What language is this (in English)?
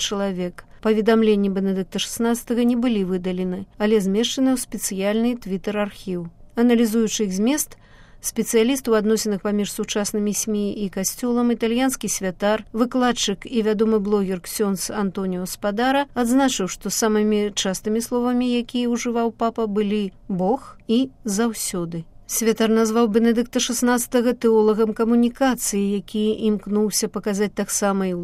Belarusian